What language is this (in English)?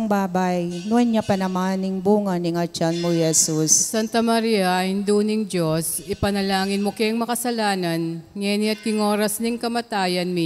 Pampanga